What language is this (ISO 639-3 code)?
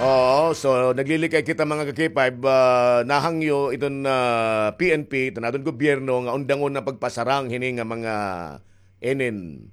war